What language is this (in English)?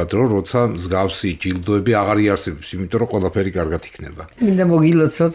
Georgian